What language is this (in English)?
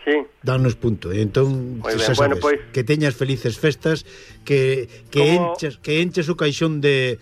Galician